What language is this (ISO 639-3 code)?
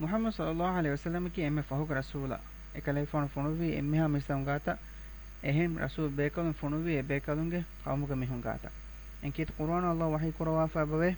div